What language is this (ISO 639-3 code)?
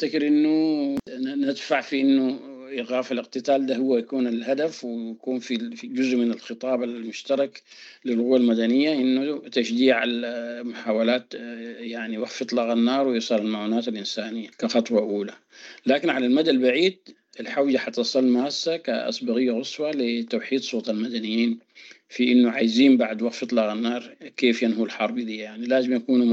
apd